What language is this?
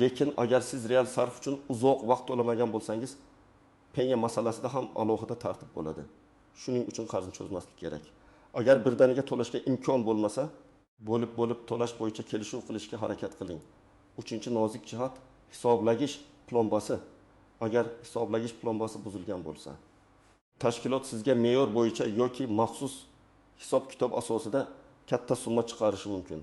Uzbek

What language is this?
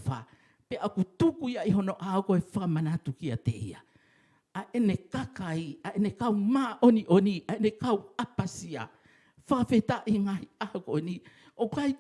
Tongan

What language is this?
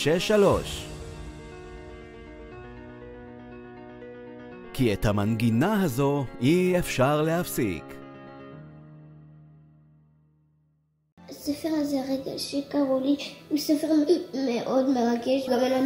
Hebrew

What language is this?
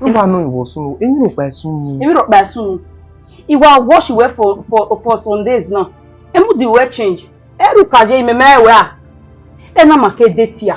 Bini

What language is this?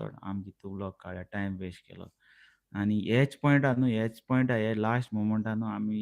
Konkani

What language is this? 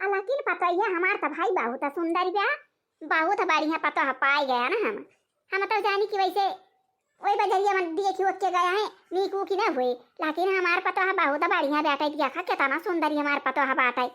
Awadhi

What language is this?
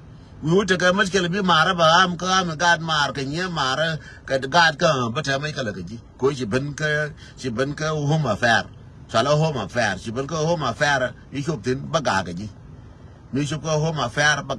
Nuer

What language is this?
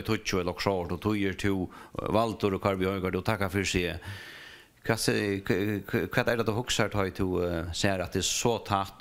Faroese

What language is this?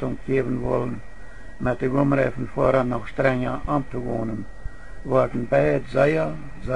Plautdietsch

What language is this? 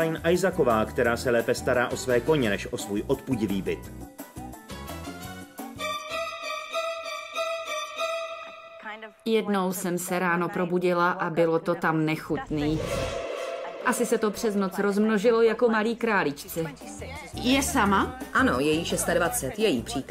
Czech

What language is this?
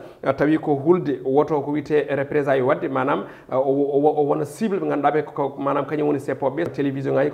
Fula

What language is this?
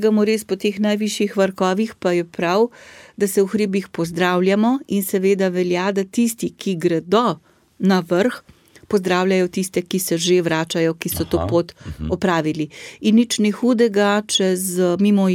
Slovenian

